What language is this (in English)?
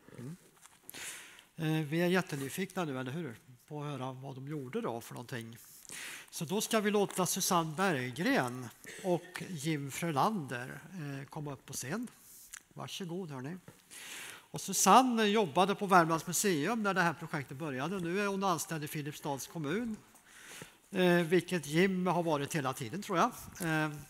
Swedish